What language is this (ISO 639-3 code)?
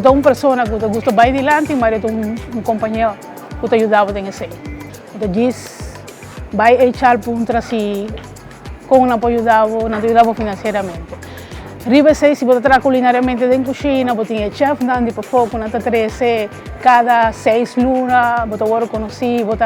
pap